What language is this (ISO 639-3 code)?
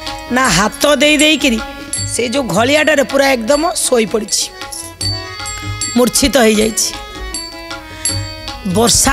ori